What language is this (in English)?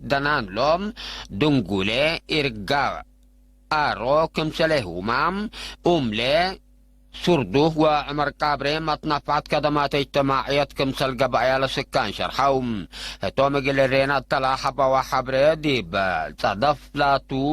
Tigre